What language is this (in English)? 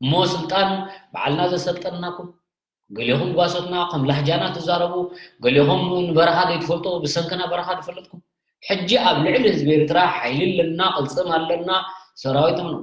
Tigrinya